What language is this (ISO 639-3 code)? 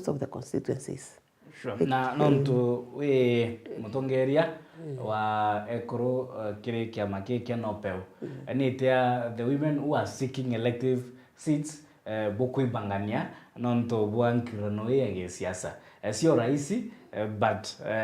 mer